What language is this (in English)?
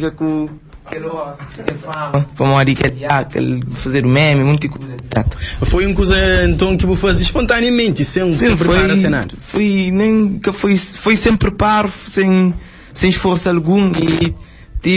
Kabuverdianu